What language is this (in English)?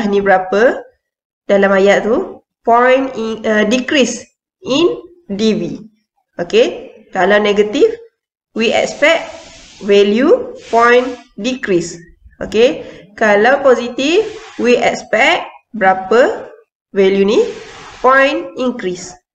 Malay